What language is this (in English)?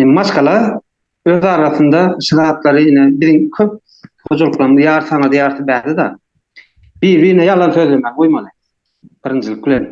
Turkmen